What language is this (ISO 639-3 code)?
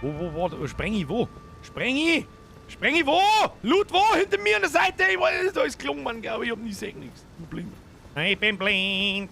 bar